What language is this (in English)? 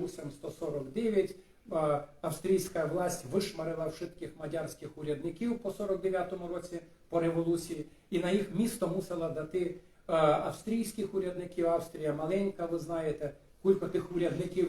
Rusyn